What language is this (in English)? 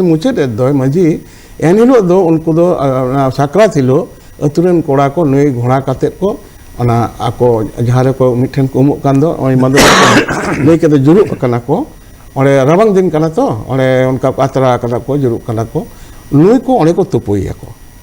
Santali